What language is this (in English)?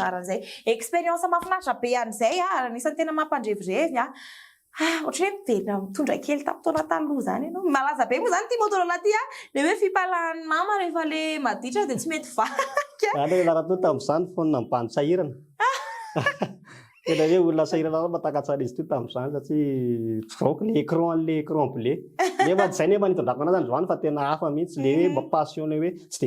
Malagasy